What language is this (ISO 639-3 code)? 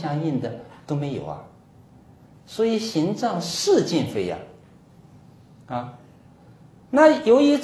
zho